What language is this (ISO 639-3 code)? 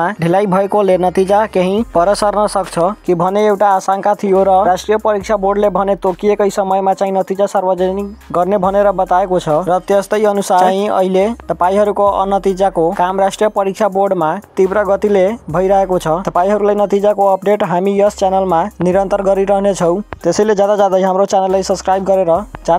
nep